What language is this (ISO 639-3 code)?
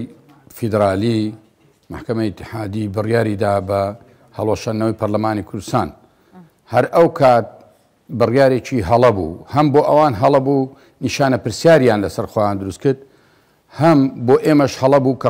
ckb